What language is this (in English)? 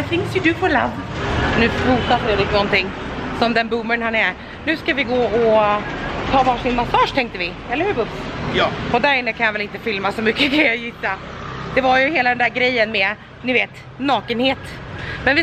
Swedish